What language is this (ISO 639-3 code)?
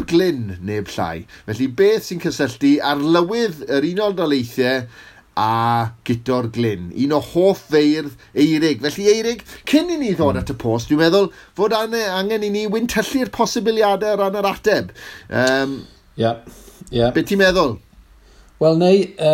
cym